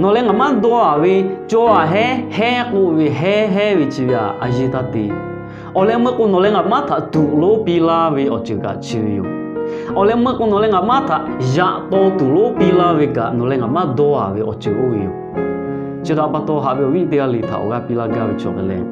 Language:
Lahu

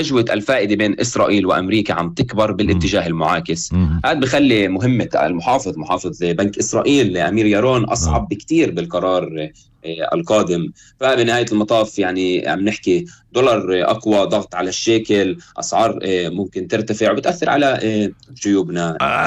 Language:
North Levantine Arabic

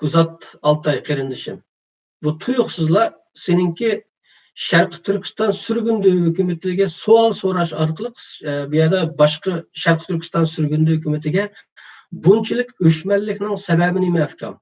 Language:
Uyghur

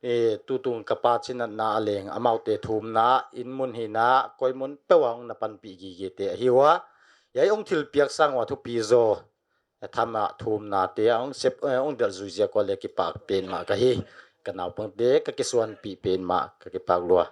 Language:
Paite Chin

